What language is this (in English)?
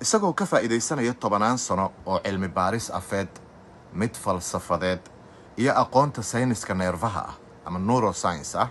Somali